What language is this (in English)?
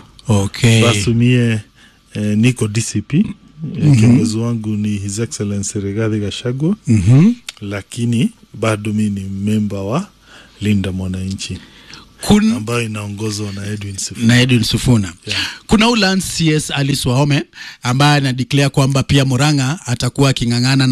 Swahili